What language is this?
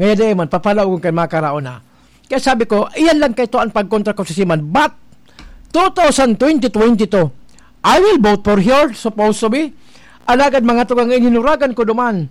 Bikol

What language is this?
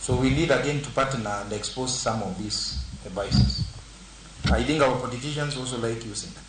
Luo (Kenya and Tanzania)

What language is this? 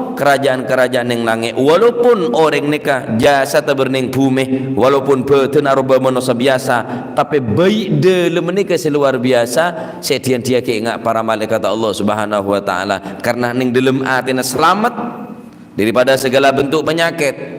Madurese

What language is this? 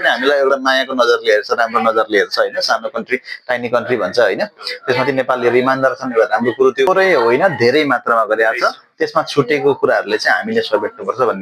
Nepali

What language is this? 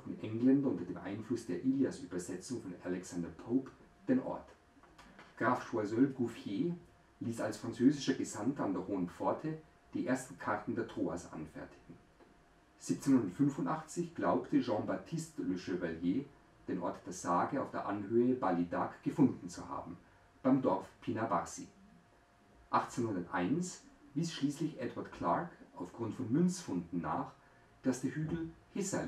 German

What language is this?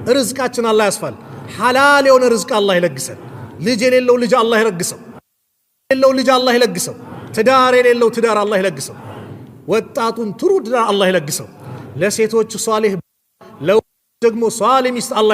Amharic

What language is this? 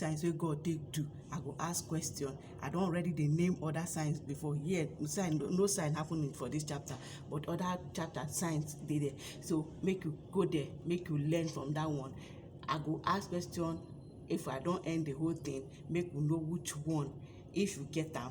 Nigerian Pidgin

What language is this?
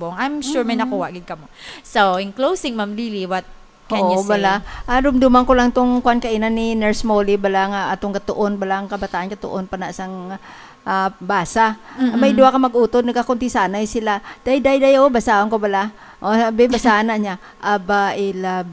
Hiligaynon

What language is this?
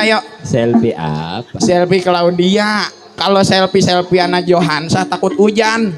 Betawi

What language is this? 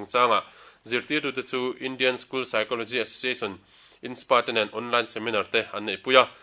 Mizo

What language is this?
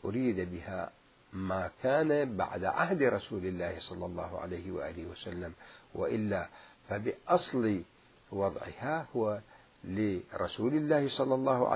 Mesopotamian Arabic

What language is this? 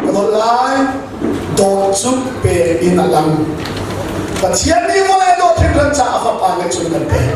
Hakha Chin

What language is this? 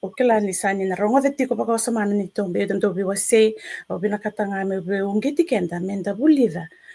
Fijian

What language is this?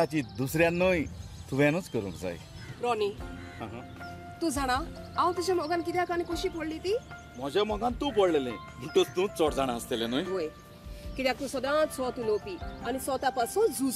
Konkani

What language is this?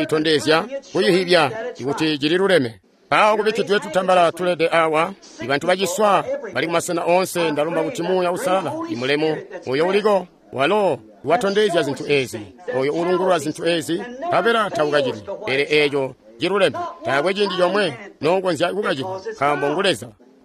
Tonga (Zambia)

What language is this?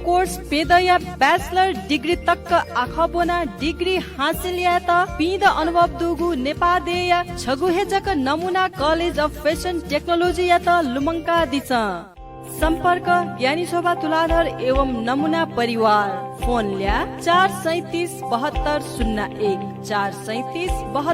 Newari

